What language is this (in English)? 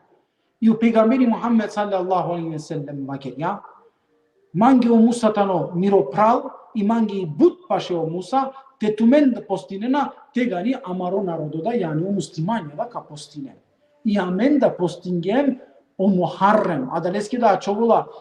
Balkan Romani